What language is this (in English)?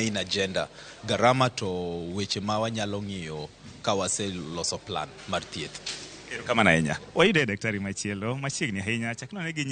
Luo (Kenya and Tanzania)